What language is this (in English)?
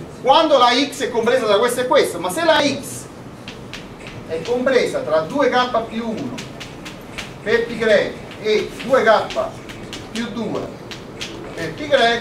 Italian